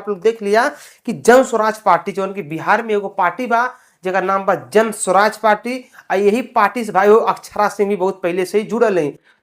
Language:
Bhojpuri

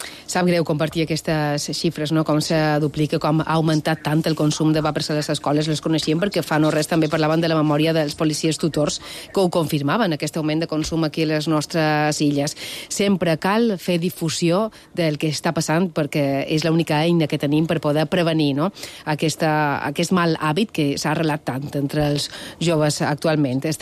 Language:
Catalan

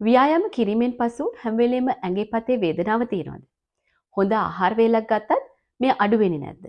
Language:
Sinhala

